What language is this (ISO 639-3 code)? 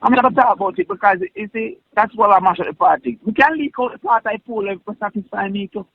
jam